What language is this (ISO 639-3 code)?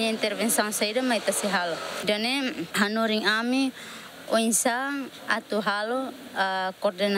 tet